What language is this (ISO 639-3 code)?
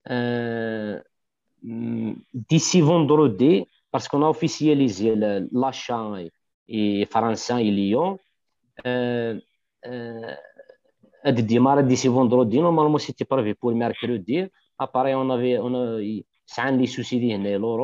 kab